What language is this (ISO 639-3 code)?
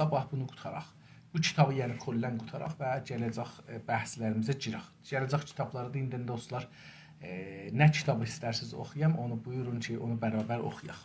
azb